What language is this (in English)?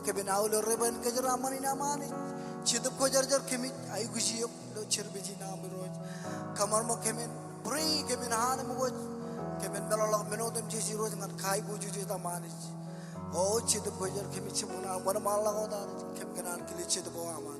Marshallese